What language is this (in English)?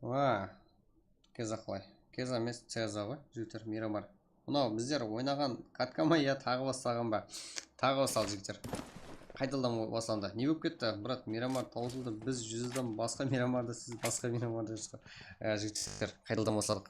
Kara-Kalpak